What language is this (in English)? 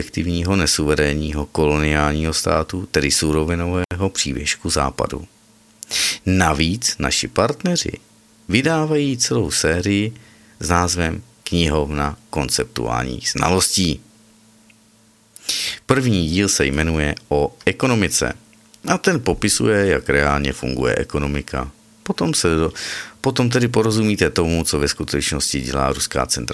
Czech